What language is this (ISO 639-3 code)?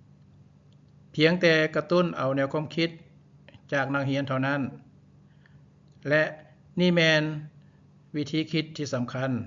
lao